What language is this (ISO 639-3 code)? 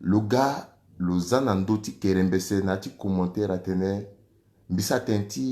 sag